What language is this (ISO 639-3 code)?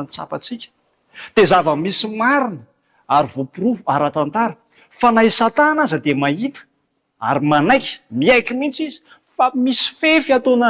mlg